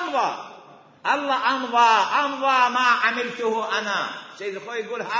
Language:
Mesopotamian Arabic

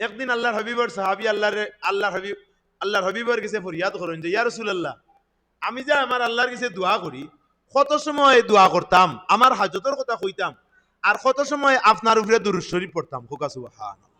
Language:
Sylheti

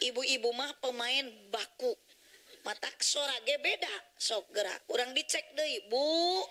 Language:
Sundanese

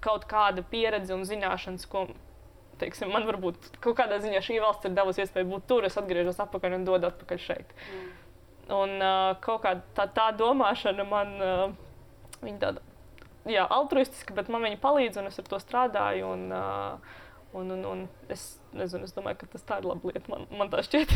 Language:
Latvian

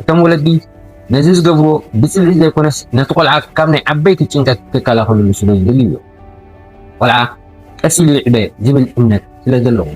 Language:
Tigrinya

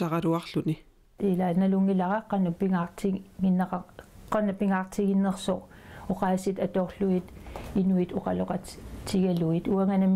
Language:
Kalaallisut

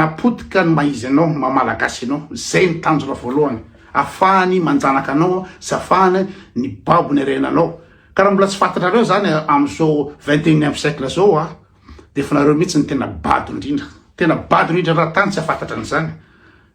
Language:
Malagasy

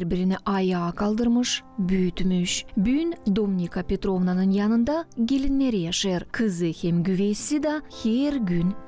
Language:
Gagauz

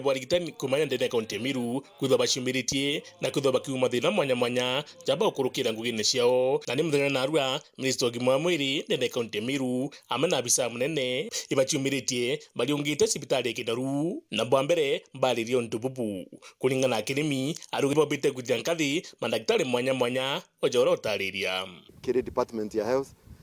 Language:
Meru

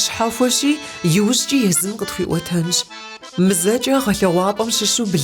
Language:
Kabardian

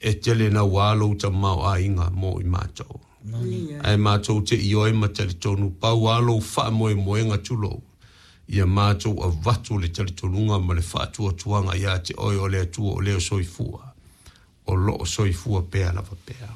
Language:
Samoan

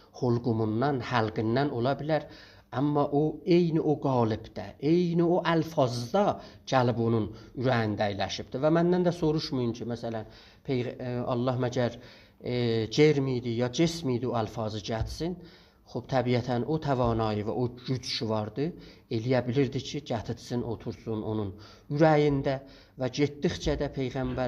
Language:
South Azerbaijani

